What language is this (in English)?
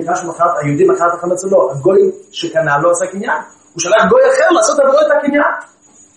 Hebrew